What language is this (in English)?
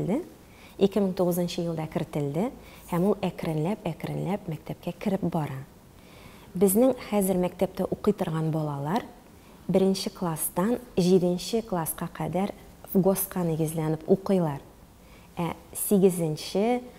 Tatar